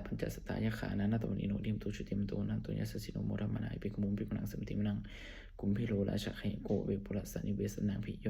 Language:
Pali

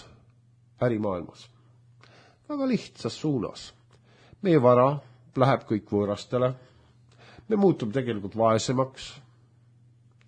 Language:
Estonian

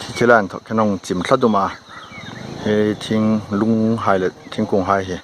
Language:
Hmar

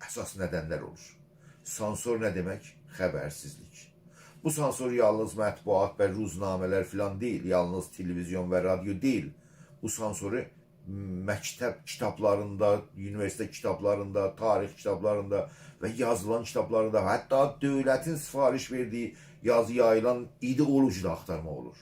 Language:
South Azerbaijani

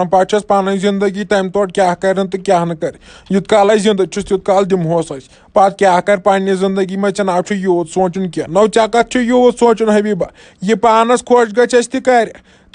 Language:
Kashmiri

